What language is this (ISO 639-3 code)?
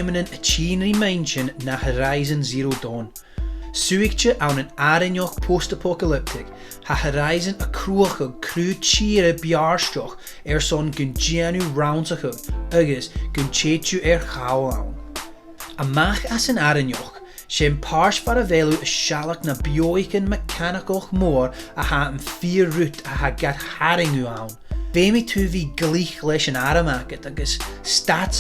gla